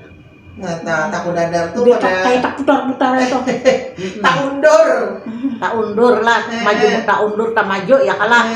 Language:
Banjar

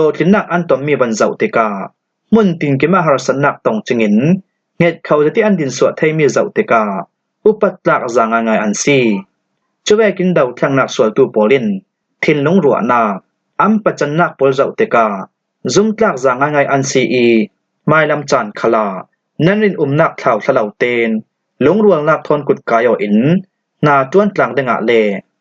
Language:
Falam Chin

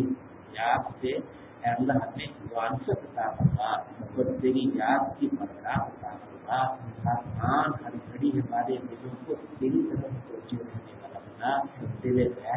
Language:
Urdu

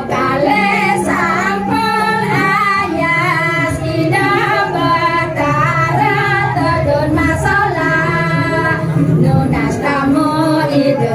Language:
Balinese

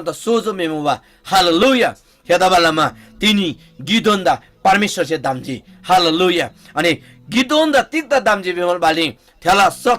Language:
Eastern Tamang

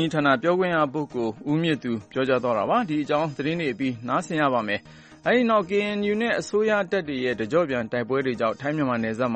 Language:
Burmese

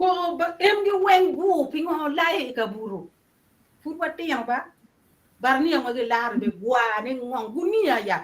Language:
Acoli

